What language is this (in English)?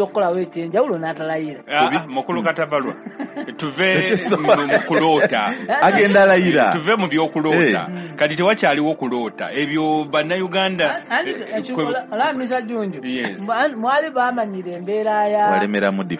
Ganda